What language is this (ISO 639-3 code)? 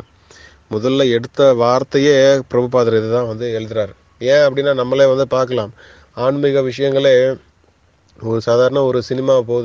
tam